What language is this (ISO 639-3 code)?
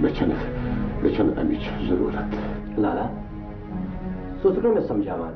kas